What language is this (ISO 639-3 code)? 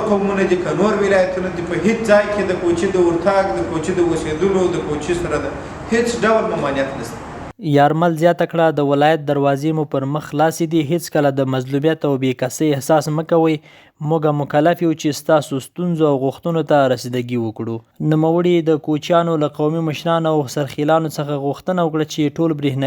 pus